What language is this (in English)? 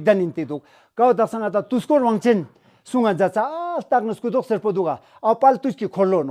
Ladakhi